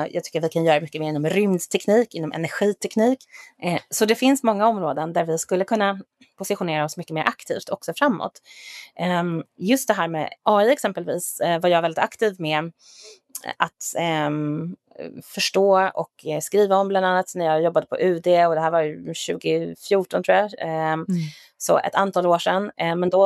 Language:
Swedish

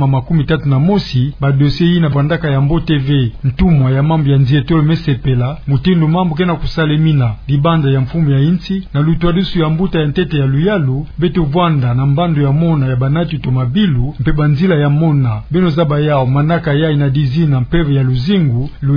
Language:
Kituba (Democratic Republic of Congo)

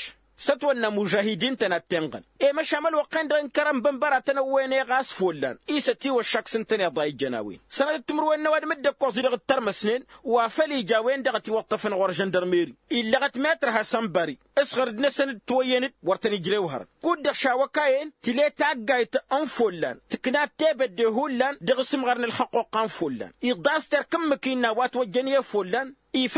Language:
Tamasheq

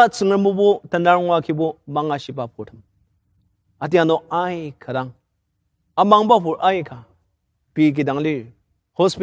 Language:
Ao Naga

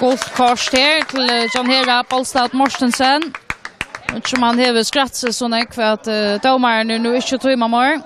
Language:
Faroese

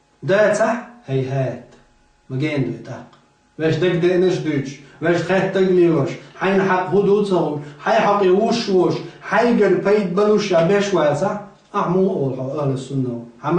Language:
Chechen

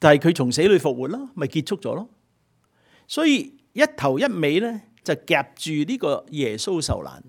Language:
Cantonese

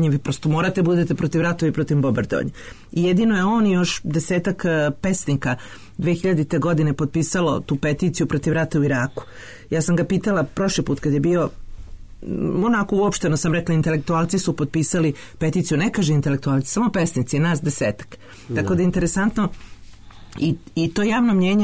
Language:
Serbian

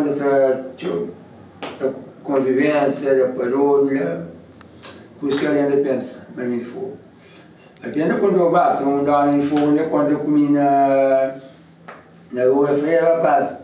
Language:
Kabuverdianu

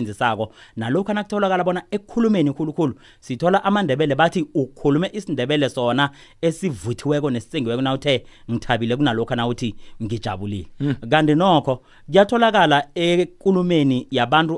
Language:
South Ndebele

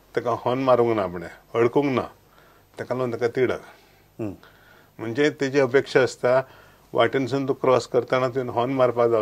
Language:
Konkani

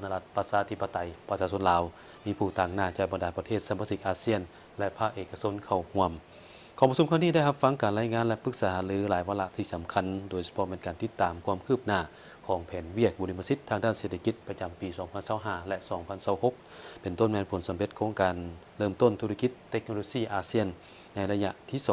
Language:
Lao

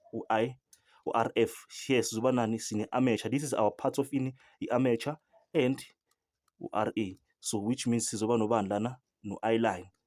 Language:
Zulu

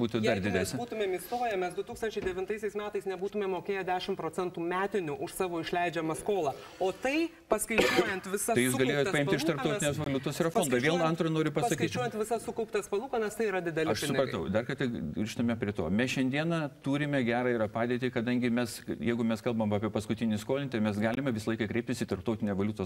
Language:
Lithuanian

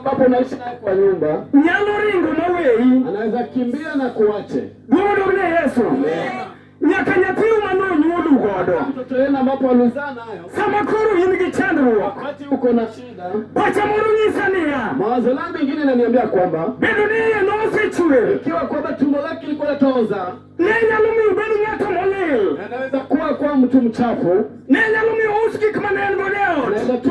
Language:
Luo (Kenya and Tanzania)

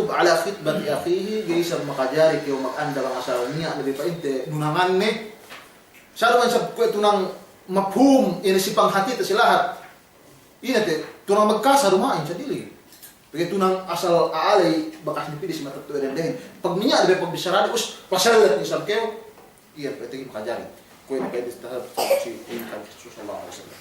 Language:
Yakan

